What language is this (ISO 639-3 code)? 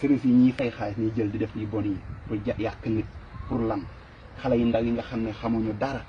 wol